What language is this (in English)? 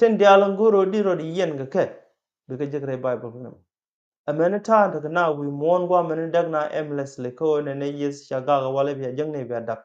Nuer